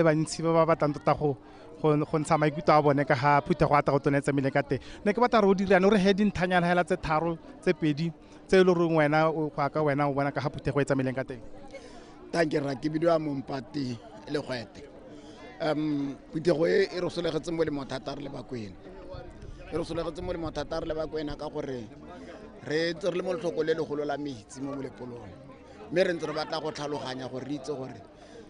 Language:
Tswana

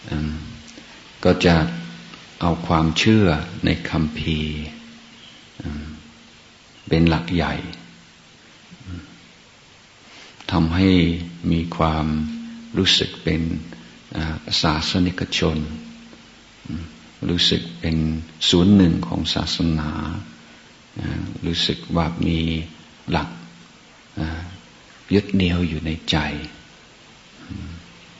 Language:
Thai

